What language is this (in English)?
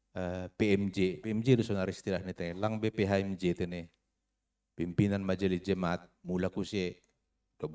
Batak Simalungun